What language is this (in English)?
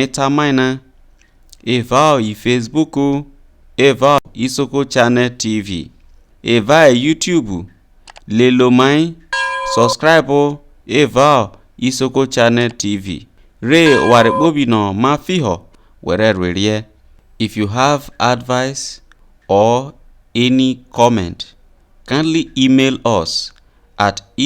Isoko